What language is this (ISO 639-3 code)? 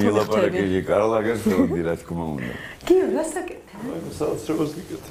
kat